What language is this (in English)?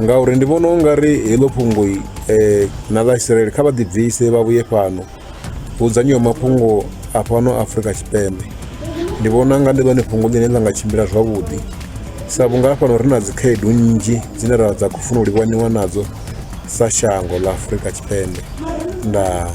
Venda